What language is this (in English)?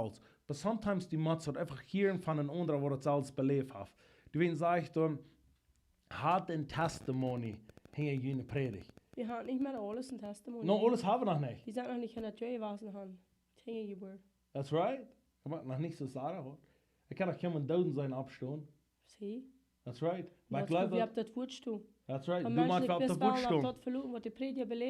Plautdietsch